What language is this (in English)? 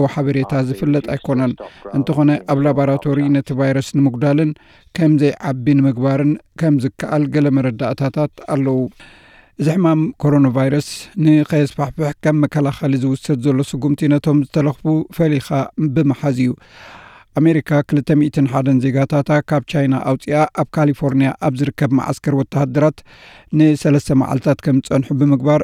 Tigrinya